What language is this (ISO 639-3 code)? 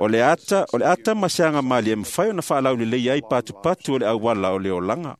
smo